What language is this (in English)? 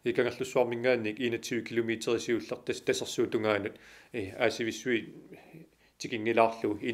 Kalaallisut